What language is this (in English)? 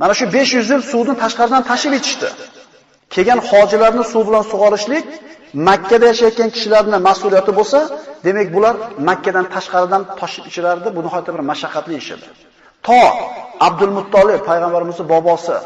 Uzbek